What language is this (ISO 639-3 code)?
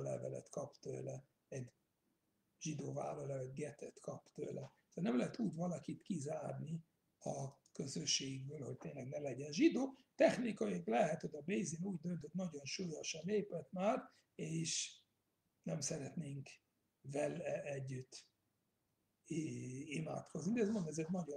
hun